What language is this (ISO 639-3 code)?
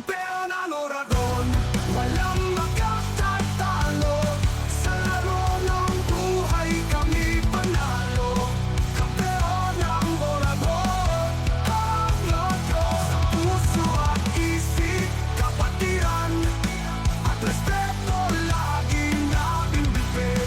bik